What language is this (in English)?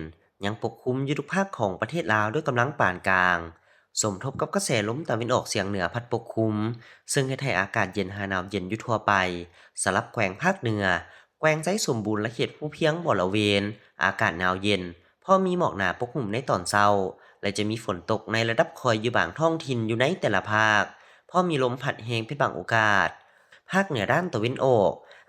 Lao